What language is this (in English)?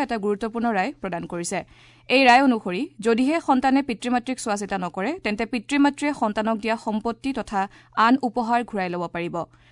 Assamese